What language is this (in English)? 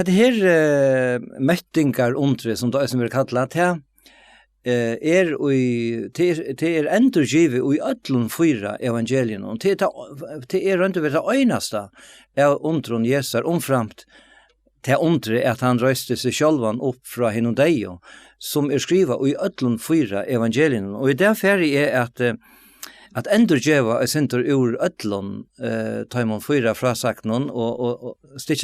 Faroese